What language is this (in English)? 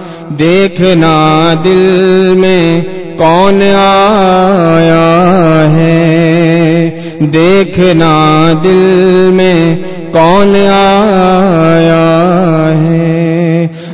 Urdu